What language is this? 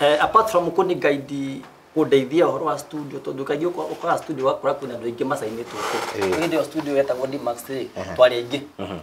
Kikuyu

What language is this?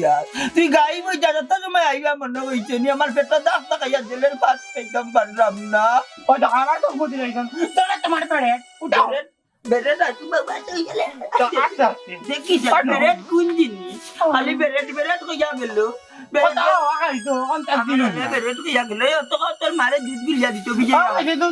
Sylheti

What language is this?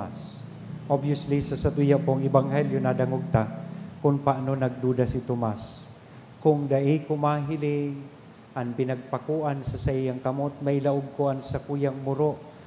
Bikol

